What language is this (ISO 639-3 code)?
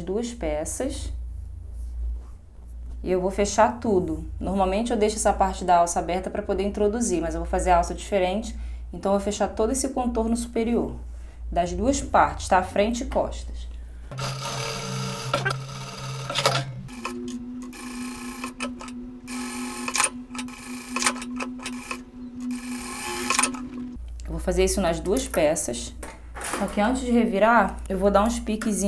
por